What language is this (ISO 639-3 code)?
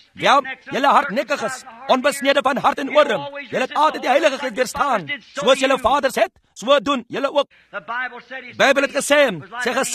afr